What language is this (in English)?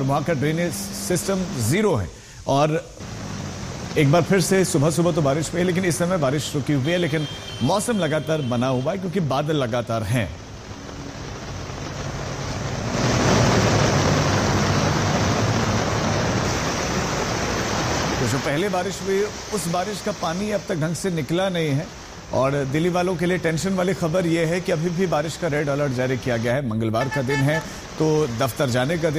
Hindi